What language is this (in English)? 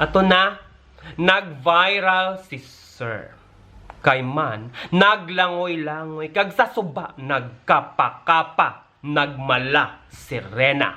Hiligaynon